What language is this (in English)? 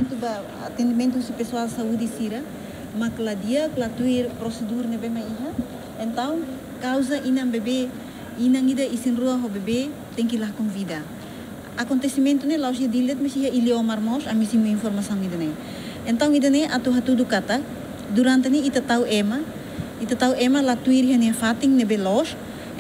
Tetum